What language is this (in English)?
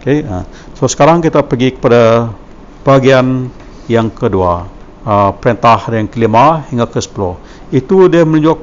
Malay